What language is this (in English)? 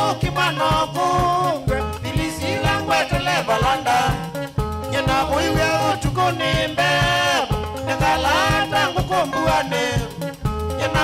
Kamba